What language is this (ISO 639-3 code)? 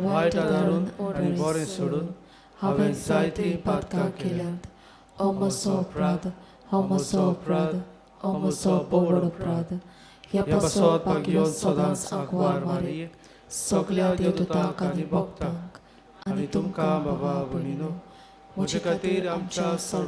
kok